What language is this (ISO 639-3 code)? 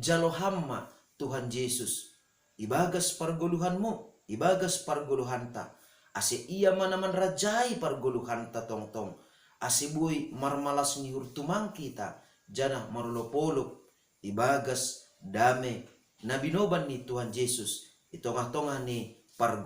bts